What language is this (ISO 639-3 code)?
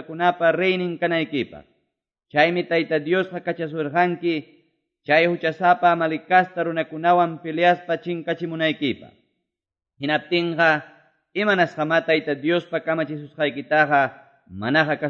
que